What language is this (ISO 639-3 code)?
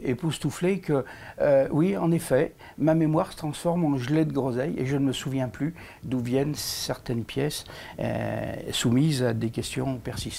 fra